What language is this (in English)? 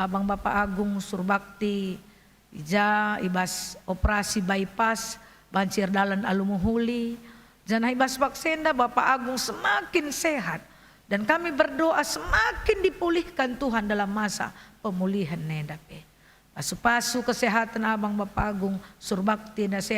Batak Karo